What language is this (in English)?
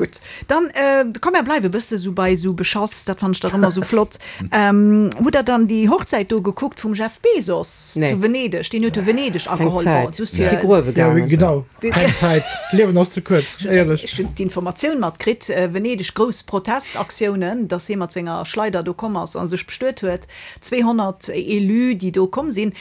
Luxembourgish